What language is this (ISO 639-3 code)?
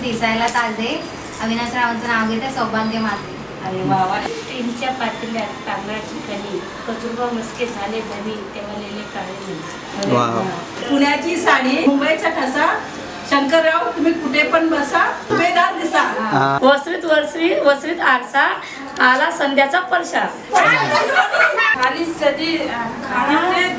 mar